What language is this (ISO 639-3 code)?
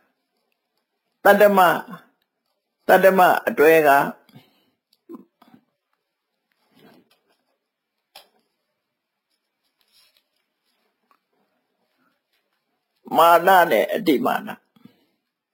mya